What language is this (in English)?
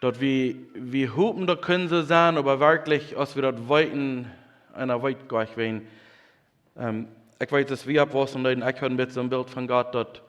Plautdietsch